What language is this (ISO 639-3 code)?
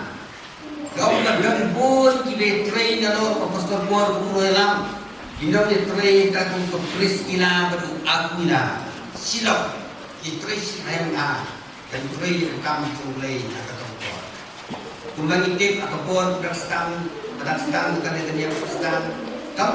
kha